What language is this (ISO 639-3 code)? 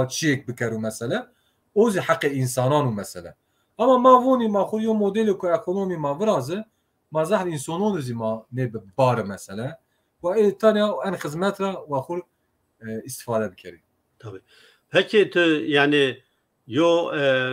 zza